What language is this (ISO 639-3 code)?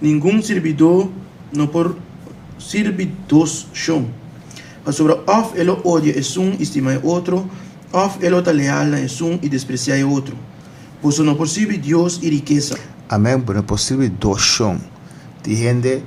pap